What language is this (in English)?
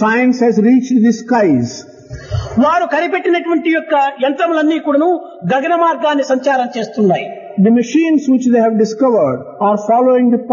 Telugu